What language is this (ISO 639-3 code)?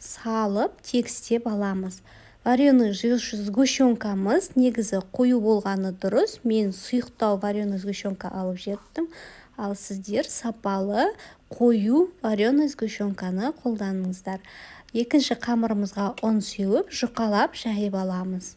kaz